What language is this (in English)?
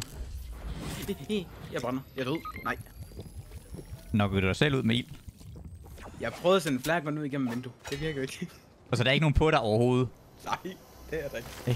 Danish